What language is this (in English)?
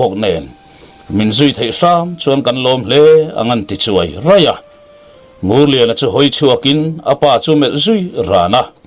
Mizo